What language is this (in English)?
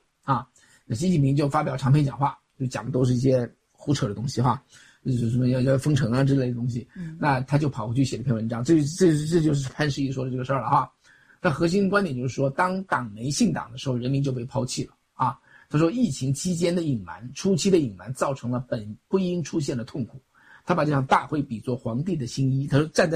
Chinese